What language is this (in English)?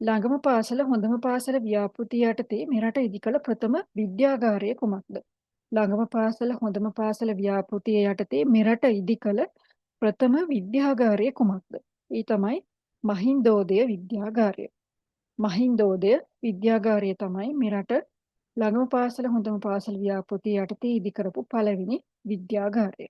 Sinhala